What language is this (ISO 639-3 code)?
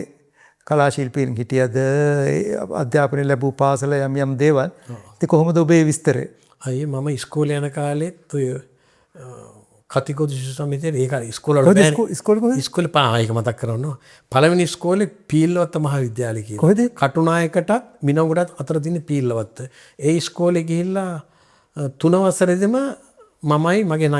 sin